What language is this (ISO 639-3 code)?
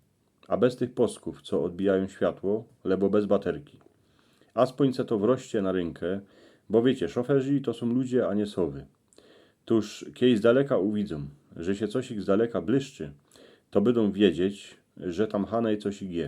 szl